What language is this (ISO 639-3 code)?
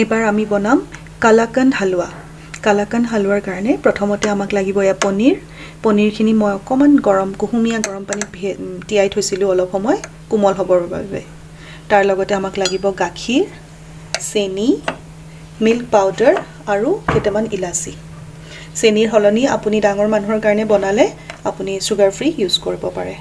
asm